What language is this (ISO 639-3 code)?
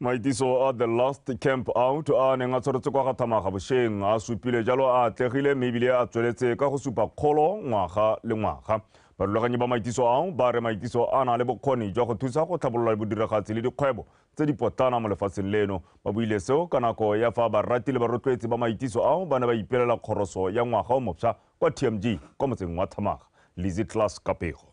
tsn